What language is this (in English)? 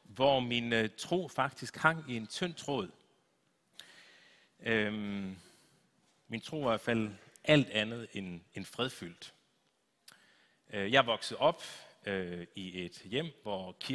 Danish